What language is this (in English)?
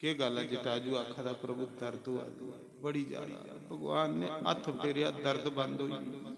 Dogri